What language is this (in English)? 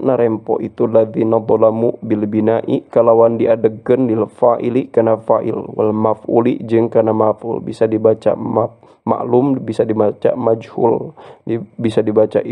Sundanese